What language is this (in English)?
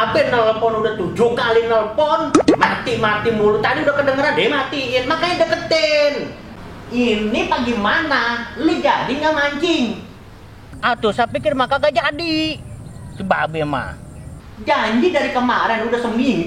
Betawi